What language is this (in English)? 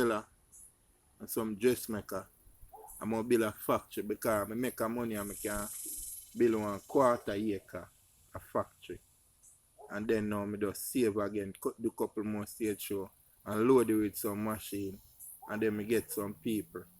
Jamaican Creole English